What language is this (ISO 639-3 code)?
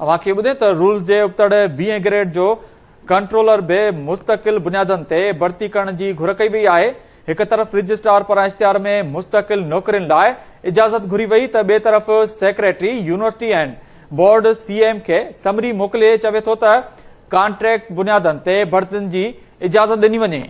snd